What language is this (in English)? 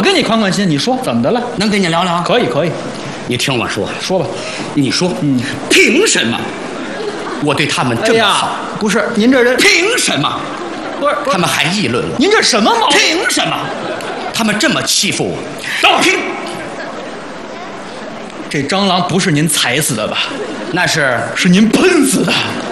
Chinese